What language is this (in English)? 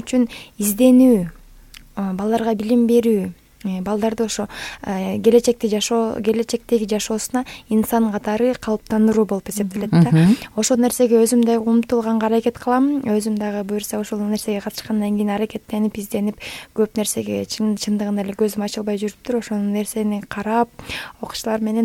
Kyrgyz